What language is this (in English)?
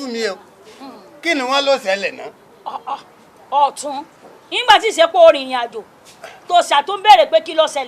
Yoruba